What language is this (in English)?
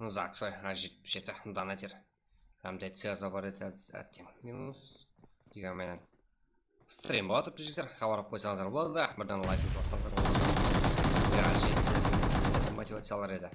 Kara-Kalpak